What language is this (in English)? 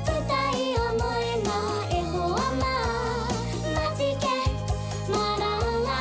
Māori